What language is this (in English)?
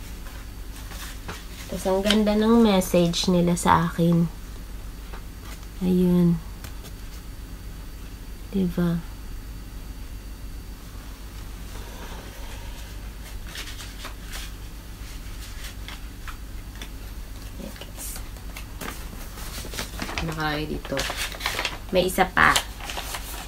Filipino